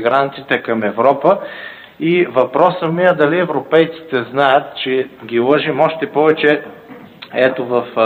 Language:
Bulgarian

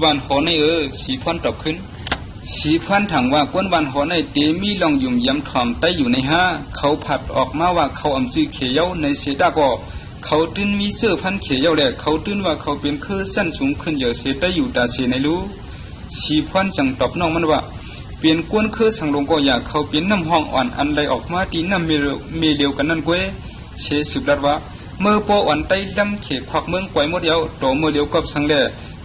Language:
Shan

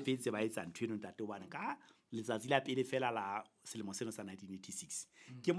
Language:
Southern Sotho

